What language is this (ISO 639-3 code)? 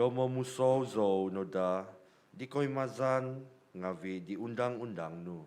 dtp